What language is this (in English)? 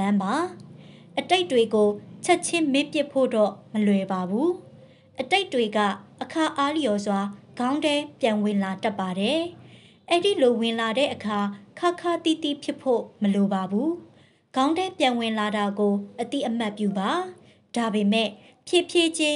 Burmese